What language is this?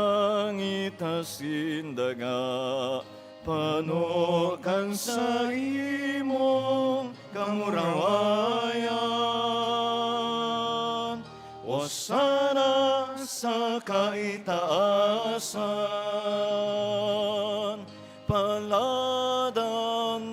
Bikol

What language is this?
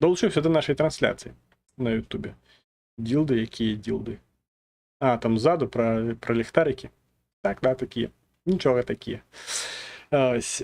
Belarusian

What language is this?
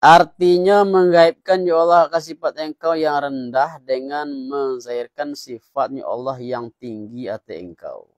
Minangkabau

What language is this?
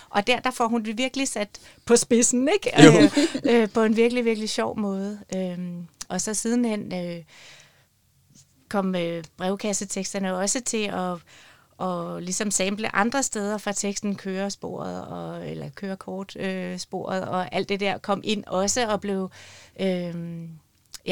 Danish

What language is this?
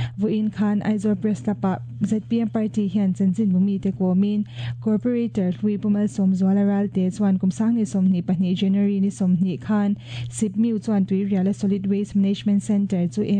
Mizo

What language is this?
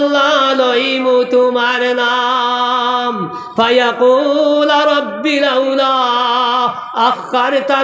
Sylheti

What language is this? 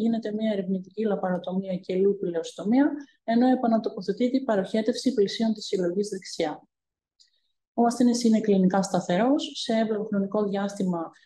Greek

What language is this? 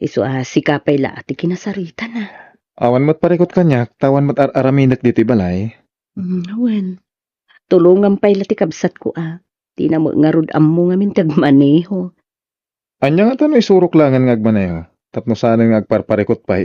Iloko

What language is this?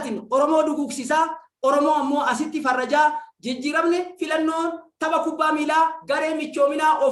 Oromo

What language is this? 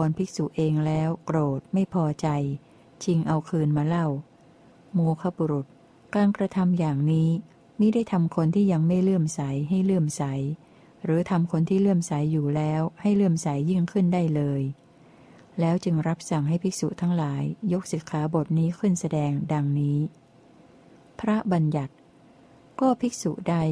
Thai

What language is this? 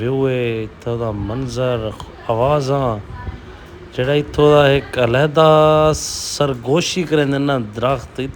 Saraiki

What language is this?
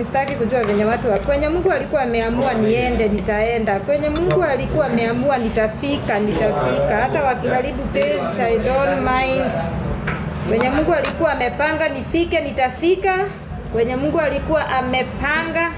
Swahili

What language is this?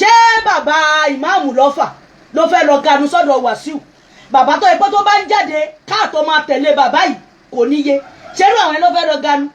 Yoruba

